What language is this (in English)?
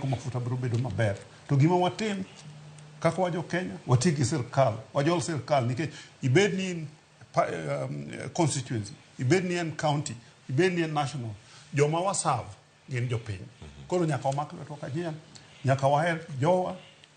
Luo (Kenya and Tanzania)